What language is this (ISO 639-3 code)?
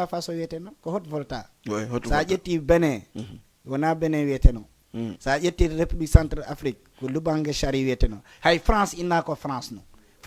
ful